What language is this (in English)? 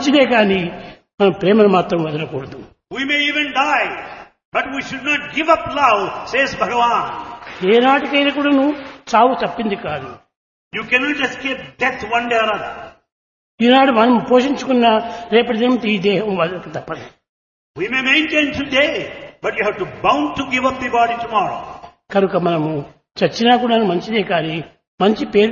Telugu